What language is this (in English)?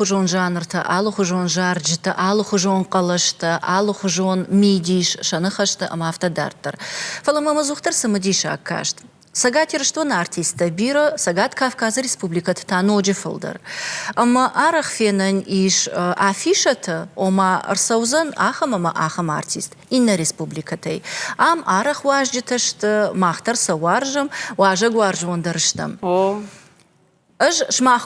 Ossetic